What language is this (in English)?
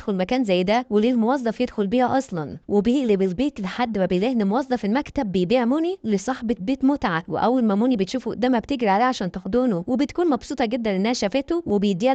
Egyptian Arabic